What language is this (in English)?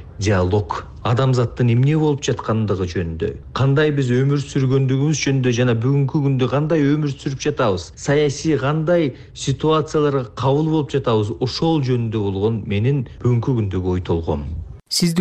Kyrgyz